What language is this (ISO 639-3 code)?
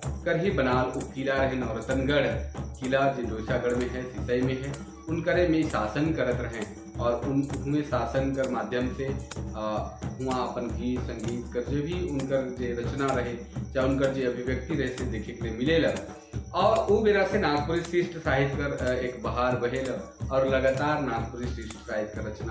sck